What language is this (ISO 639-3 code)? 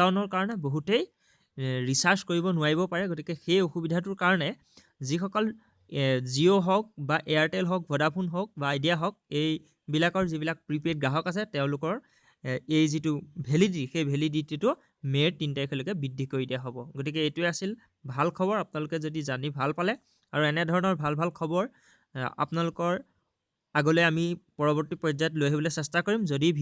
asm